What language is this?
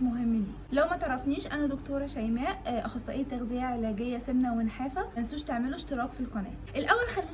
Egyptian Arabic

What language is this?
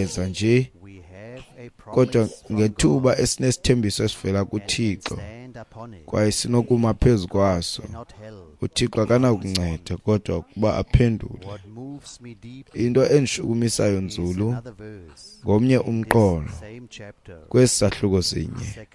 Xhosa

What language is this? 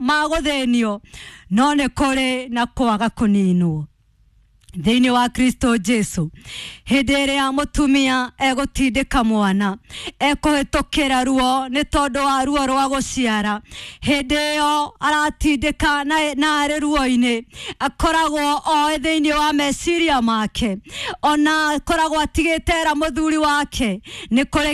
Kikuyu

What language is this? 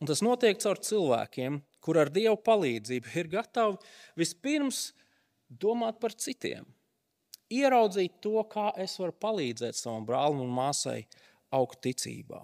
Latvian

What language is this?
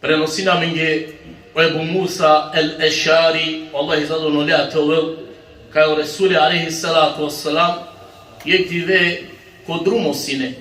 Balkan Romani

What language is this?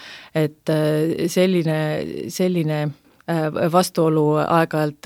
Estonian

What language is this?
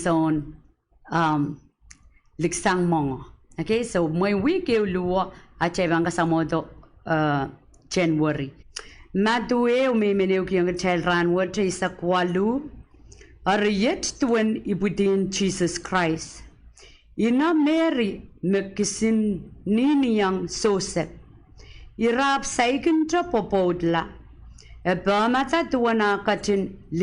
Pohnpeian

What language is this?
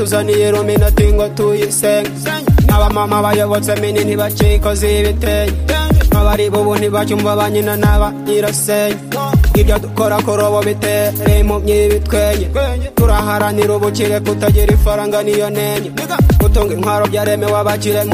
Kinyarwanda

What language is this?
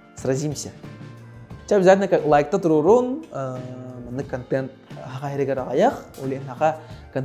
Yakut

